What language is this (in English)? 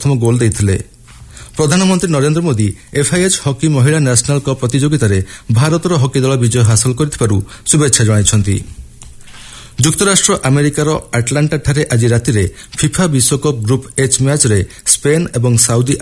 Odia